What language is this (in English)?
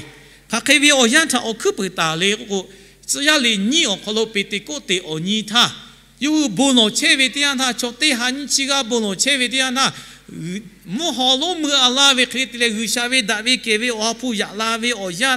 Lahu